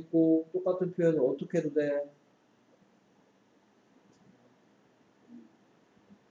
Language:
Korean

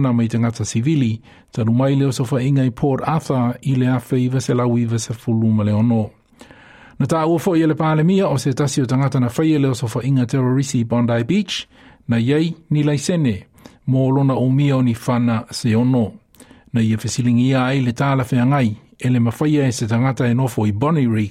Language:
Samoan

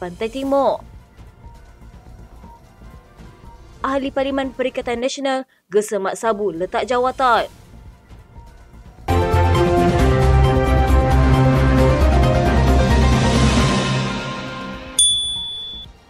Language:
Malay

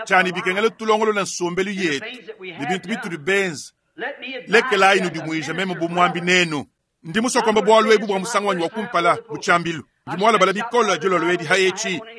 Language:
Luba-Lulua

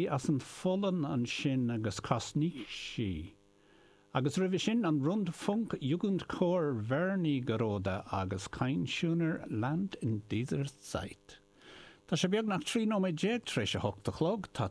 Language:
Irish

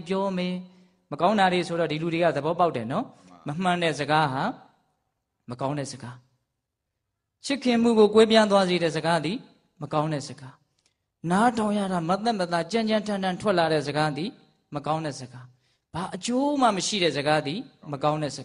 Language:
Burmese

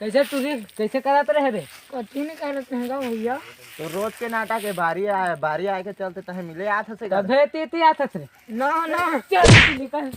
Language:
Chhattisgarhi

